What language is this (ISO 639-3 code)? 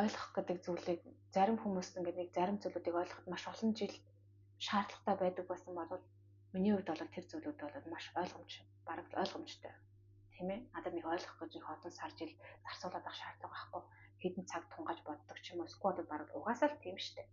mon